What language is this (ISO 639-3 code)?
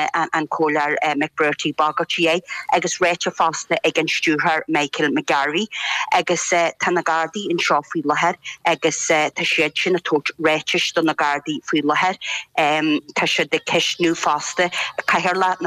gle